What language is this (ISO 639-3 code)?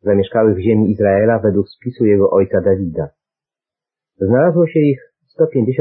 pol